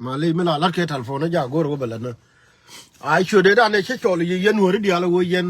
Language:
Nuer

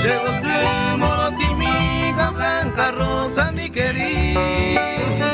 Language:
Guarani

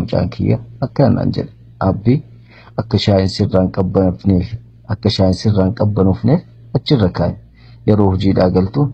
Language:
Oromo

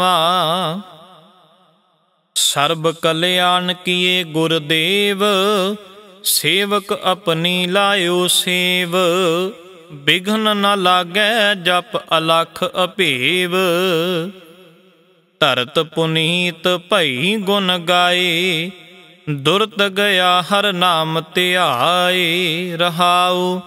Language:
Punjabi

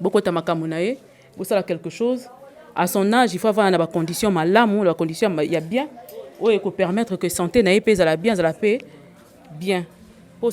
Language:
Lingala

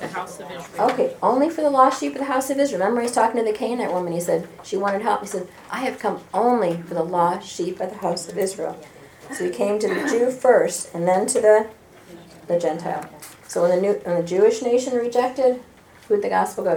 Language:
English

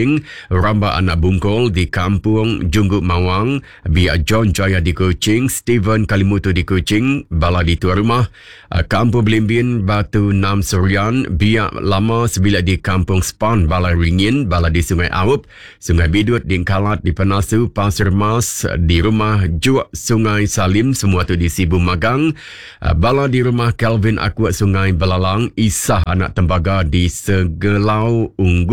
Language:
Iban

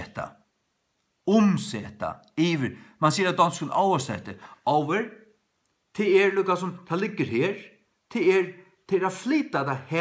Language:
Faroese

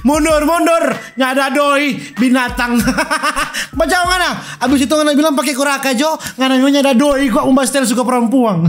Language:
Manado Malay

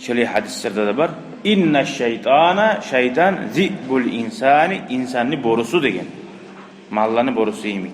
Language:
Kumyk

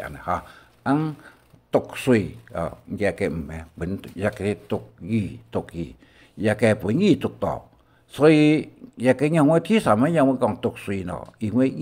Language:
Hakka Chinese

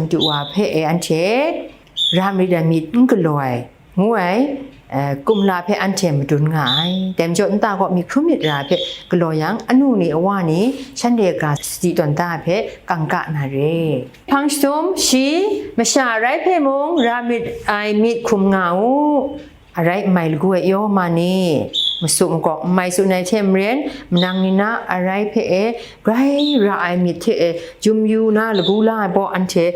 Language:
Kachin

